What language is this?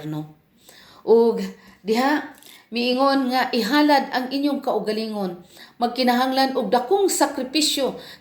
Cebuano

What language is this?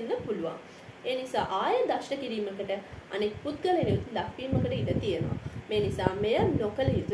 Sinhala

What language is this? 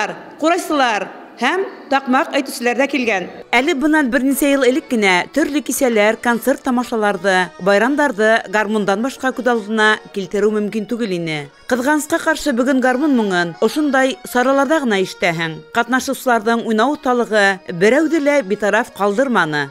Bashkir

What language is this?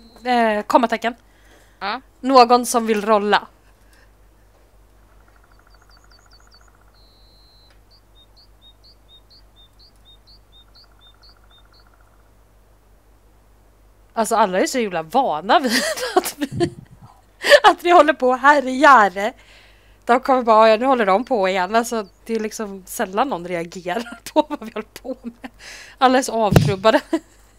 Swedish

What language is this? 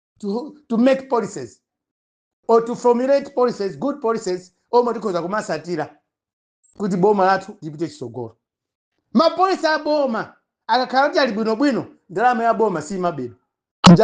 Nyanja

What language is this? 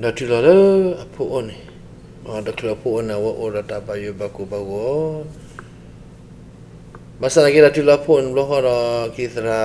S'gaw Karen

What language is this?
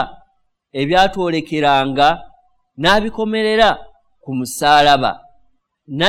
Ganda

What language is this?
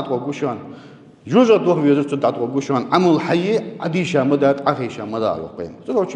Ingush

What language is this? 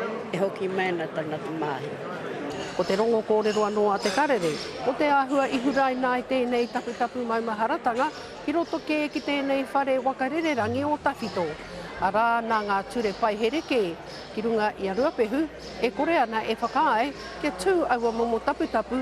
Māori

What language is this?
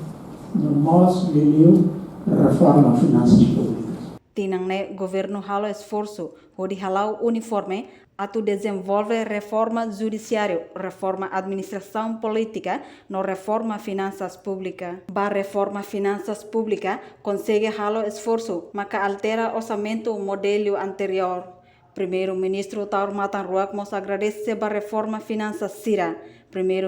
Tetum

